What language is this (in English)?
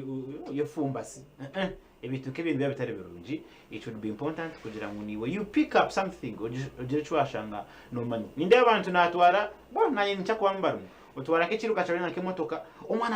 Nyankole